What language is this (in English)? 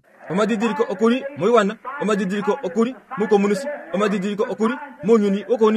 Kuanyama